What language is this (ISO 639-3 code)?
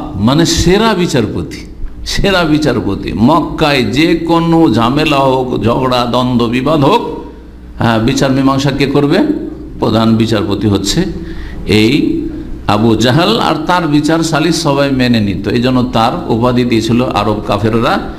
ben